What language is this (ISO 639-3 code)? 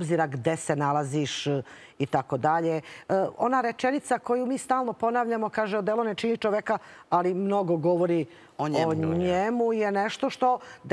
srp